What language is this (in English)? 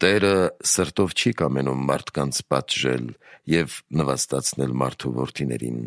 Armenian